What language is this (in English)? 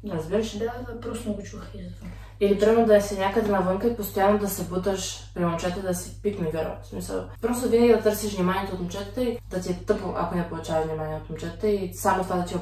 Bulgarian